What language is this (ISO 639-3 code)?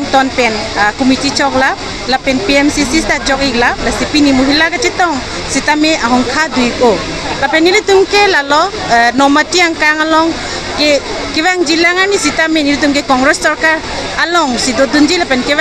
mjw